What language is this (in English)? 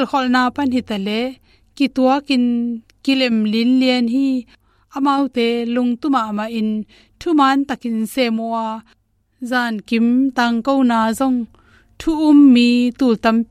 Tedim Chin